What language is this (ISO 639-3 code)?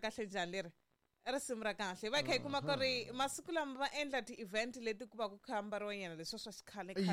tso